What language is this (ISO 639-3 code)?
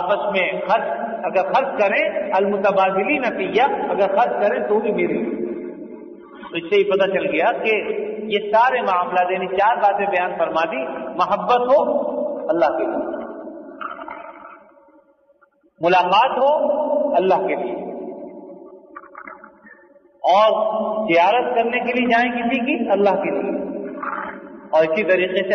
urd